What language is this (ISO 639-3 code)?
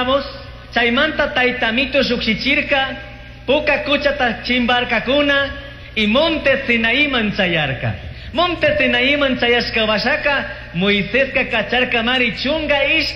qug